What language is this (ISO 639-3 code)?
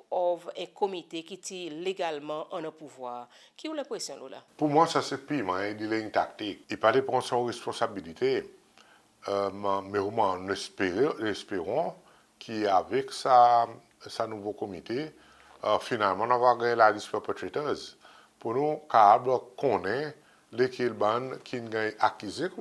crs